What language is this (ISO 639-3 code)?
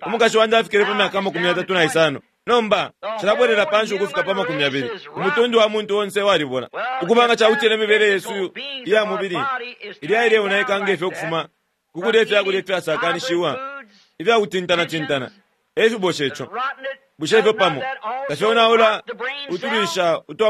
bem